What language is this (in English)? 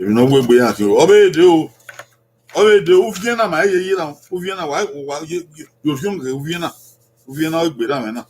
Bini